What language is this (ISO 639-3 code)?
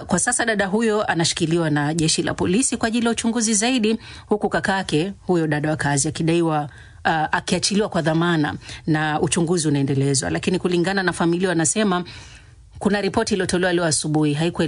swa